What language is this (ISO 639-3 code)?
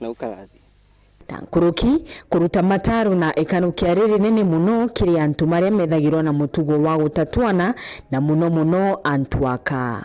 mer